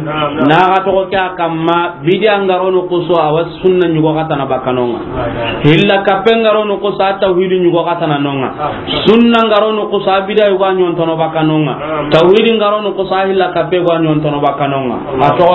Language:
Soninke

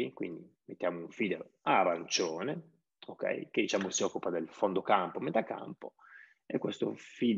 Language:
Italian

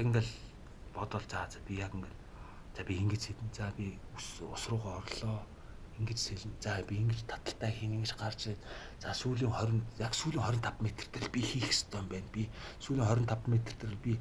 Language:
Mongolian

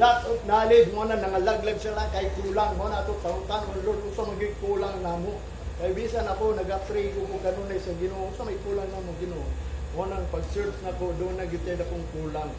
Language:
Cebuano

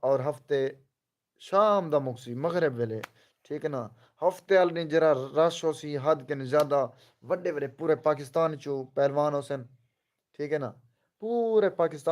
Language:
Saraiki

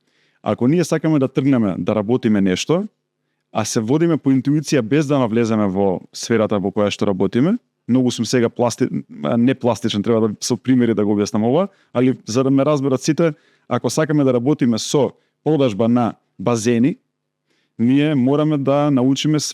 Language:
Macedonian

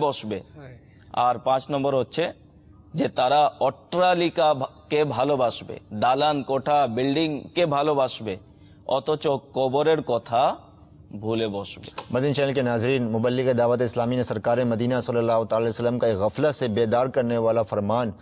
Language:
Bangla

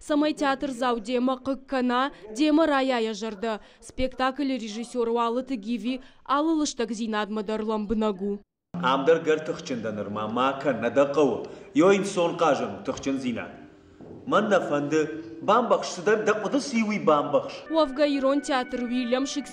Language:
Ossetic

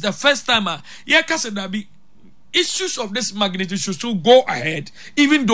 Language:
Akan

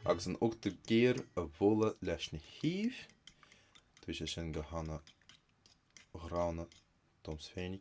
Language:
Irish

